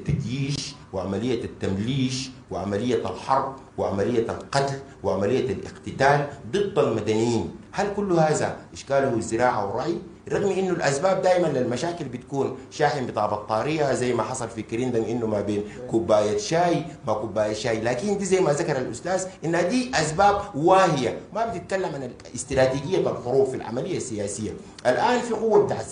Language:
Sudanese Arabic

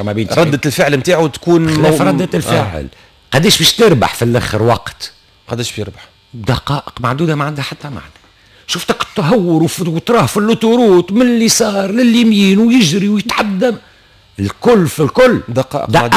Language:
Tunisian Arabic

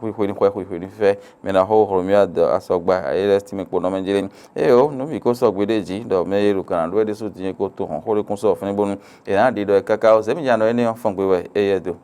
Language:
Fon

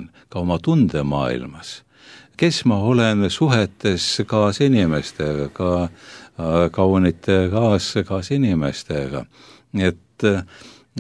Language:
Estonian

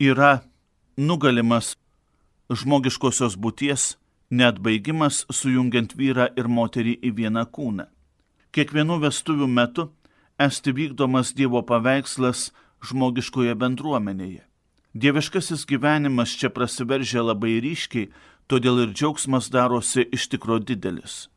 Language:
Lithuanian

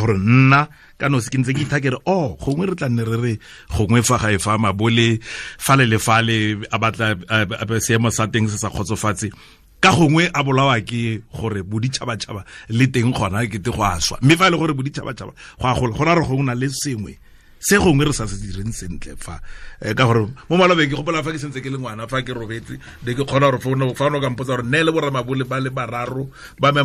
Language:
Tswana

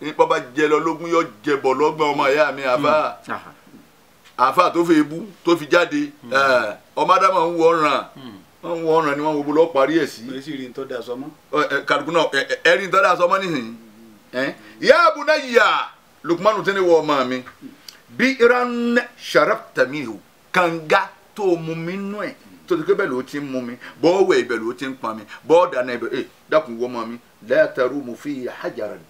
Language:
Yoruba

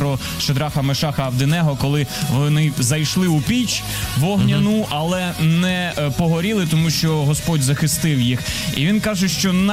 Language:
Ukrainian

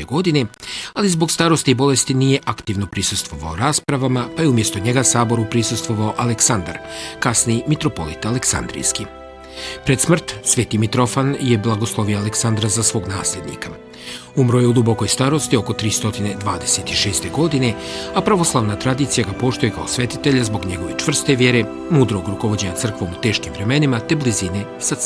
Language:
Bosnian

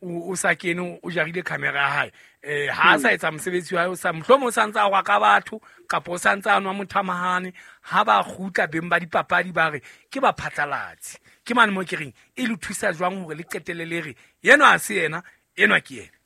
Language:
Southern Sotho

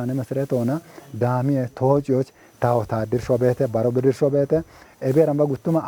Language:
Kafa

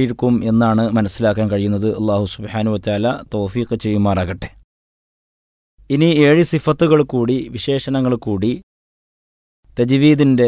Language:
Malayalam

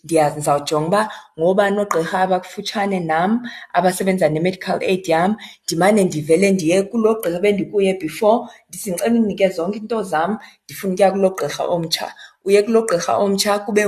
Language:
Xhosa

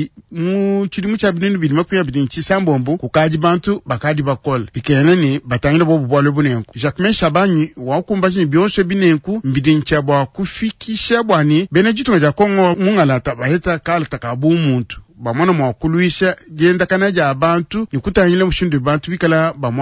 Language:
Luba-Lulua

